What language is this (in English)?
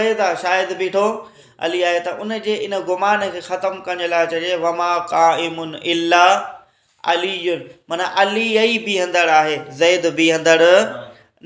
Sindhi